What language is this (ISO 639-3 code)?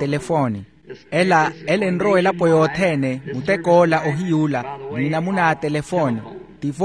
vmw